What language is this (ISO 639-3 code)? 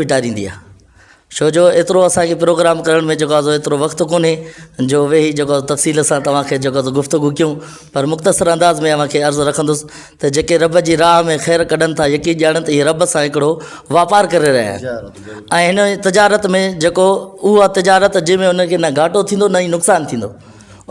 snd